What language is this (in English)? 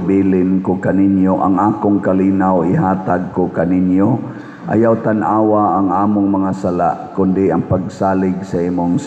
Cebuano